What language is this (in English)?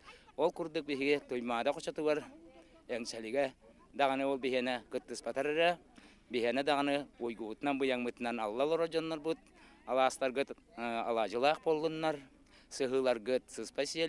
Yakut